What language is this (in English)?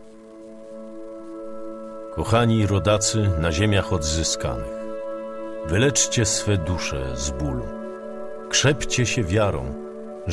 Polish